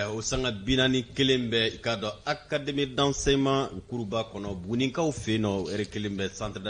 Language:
Bambara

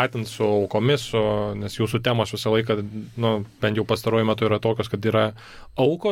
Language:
Lithuanian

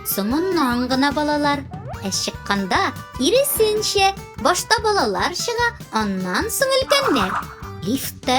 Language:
Tatar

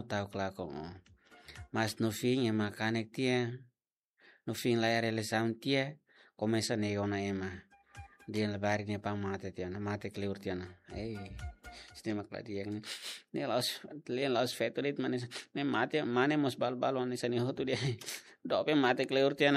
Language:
Tetum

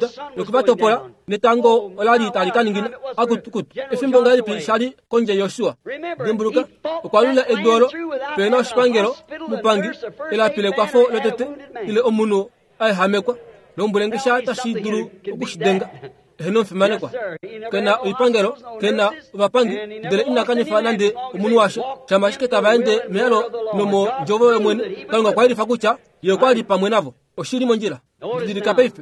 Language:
Kuanyama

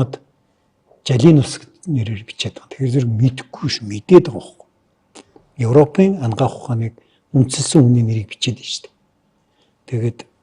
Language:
Mongolian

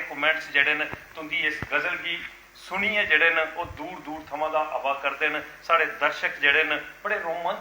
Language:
Dogri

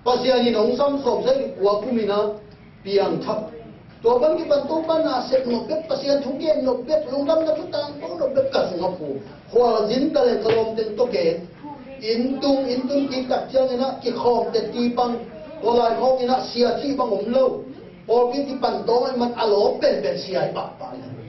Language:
Tedim Chin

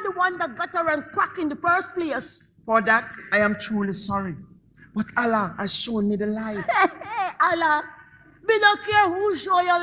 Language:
Jamaican Creole English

